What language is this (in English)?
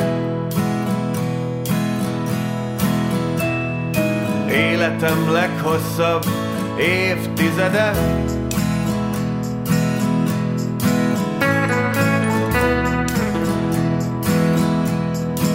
Hungarian